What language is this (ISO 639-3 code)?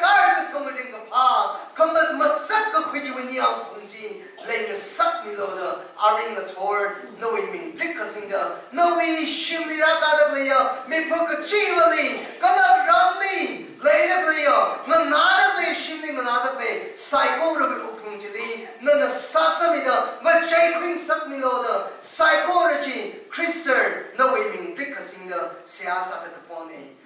nmf